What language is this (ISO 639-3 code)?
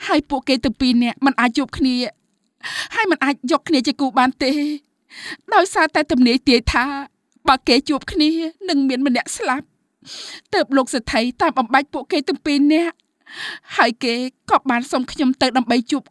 khm